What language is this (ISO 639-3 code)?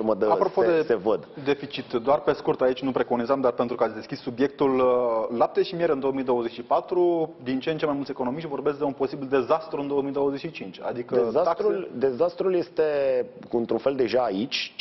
ron